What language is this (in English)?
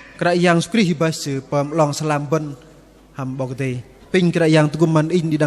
Bahnar